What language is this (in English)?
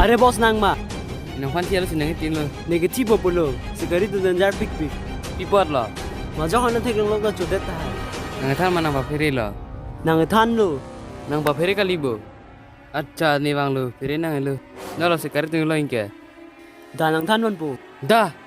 Karbi